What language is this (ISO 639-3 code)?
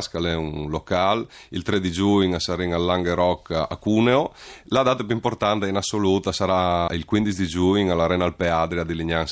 fur